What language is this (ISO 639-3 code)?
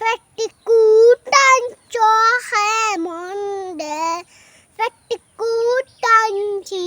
syl